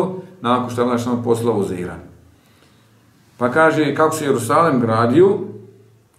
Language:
Bosnian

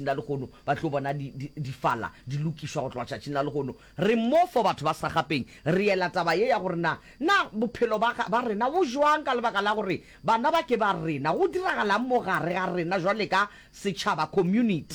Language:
Northern Sotho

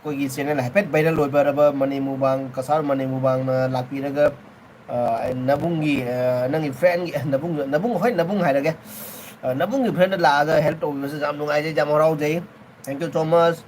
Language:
Manipuri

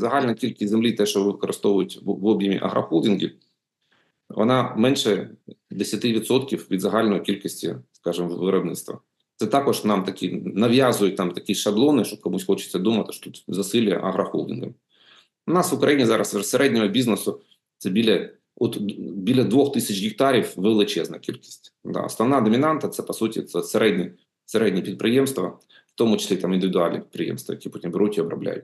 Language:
Ukrainian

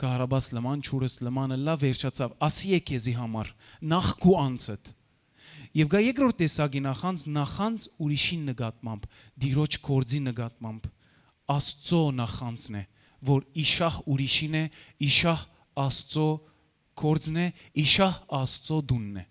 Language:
Western Armenian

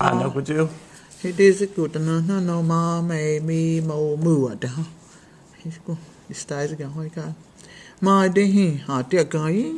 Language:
Cherokee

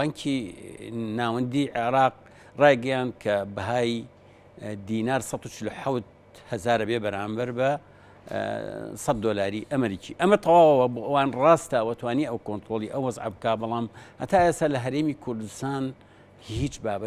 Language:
Central Kurdish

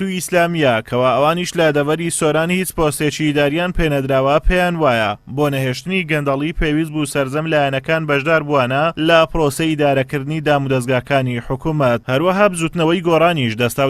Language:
Central Kurdish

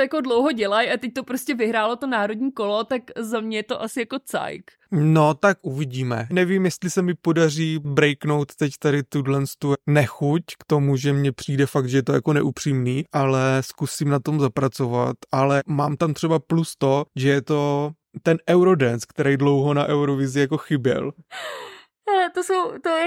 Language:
Czech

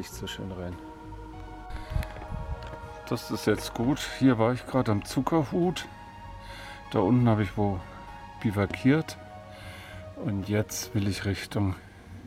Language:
German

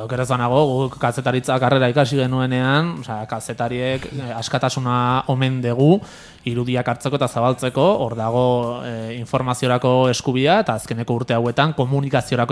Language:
Basque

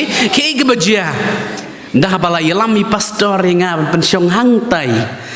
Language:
Khasi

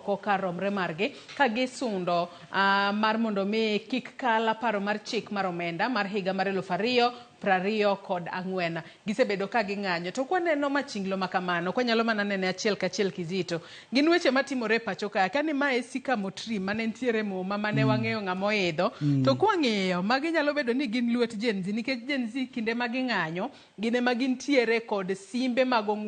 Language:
Luo (Kenya and Tanzania)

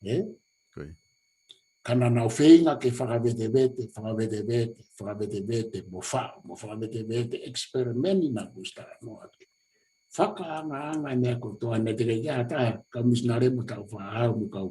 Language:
Tongan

